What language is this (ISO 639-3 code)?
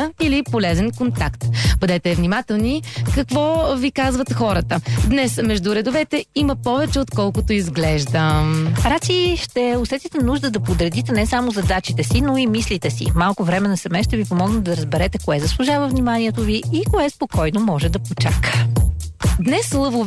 bul